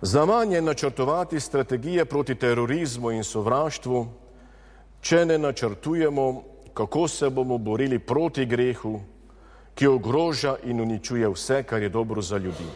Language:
Slovenian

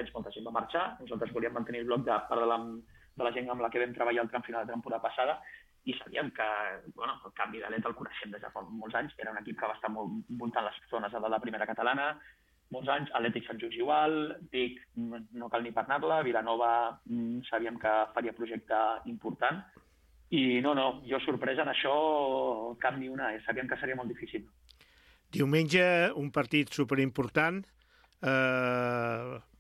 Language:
Catalan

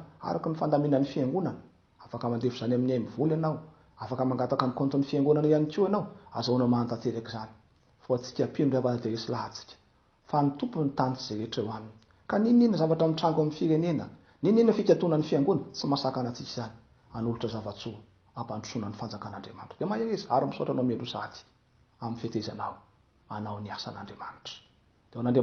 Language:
Malagasy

